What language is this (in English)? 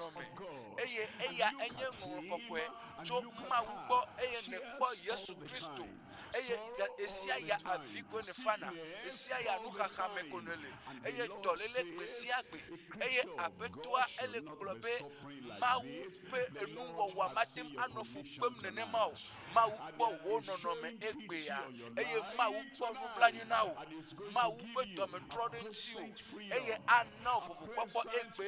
Ewe